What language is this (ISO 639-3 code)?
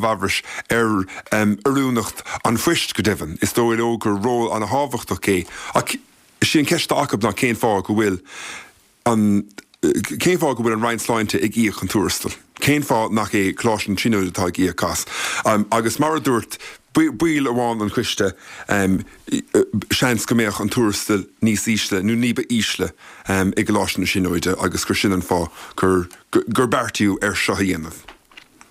gle